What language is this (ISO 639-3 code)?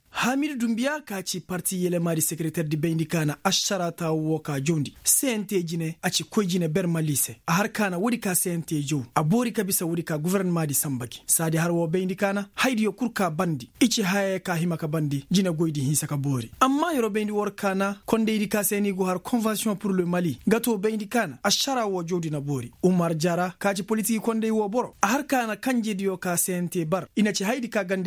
ses